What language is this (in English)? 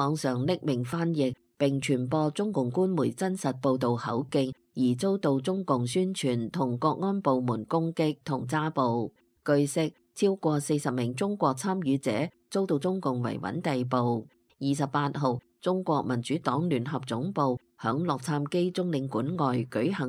Cantonese